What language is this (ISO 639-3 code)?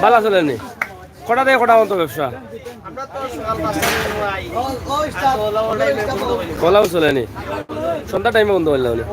syl